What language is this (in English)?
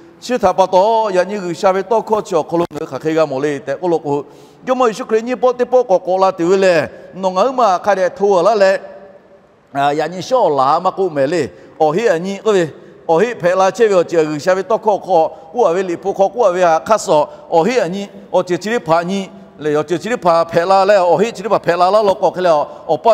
Lahu